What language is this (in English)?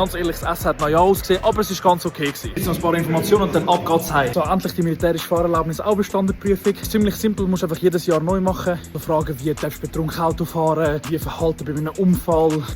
Swiss German